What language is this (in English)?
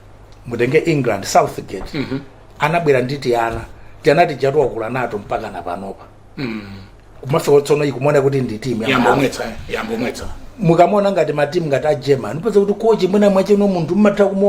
Nyanja